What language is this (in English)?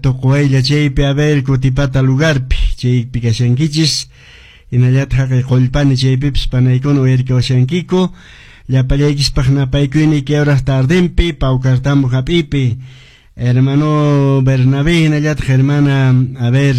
Quechua